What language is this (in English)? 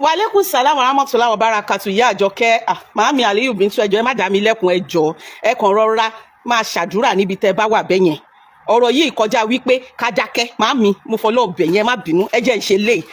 Yoruba